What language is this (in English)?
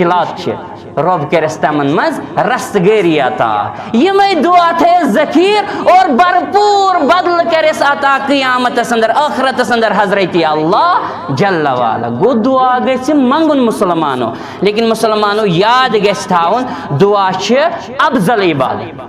Kashmiri